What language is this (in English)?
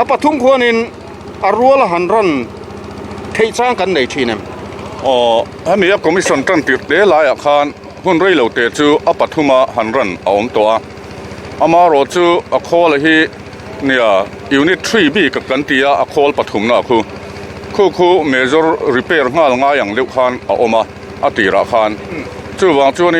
Mizo